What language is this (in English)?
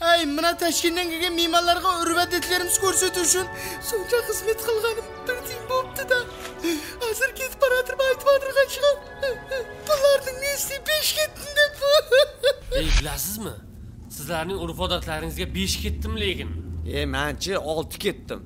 Kara-Kalpak